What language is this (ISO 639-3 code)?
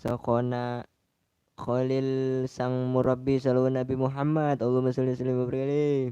bew